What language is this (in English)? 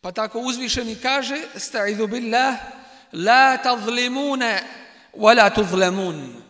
Bosnian